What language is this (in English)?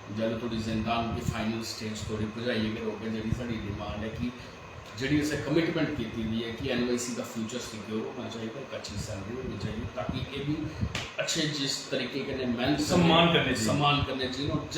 Dogri